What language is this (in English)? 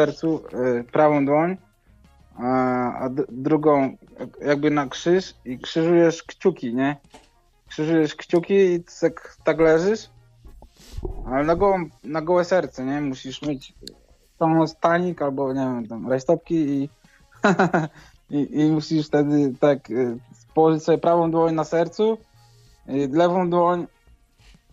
Polish